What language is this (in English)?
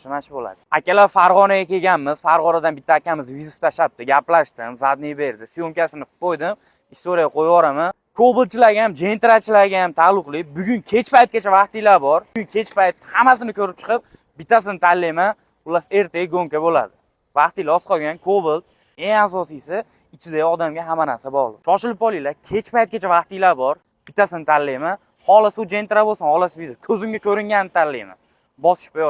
Uzbek